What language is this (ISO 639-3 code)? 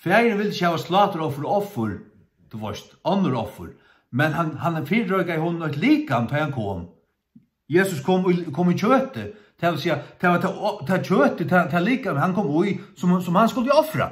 fao